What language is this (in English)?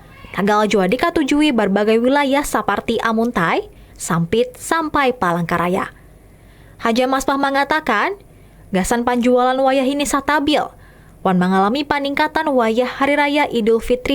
Banjar